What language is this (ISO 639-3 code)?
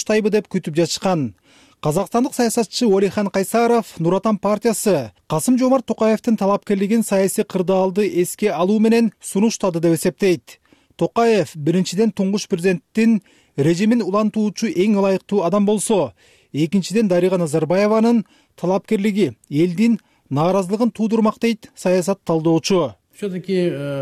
kir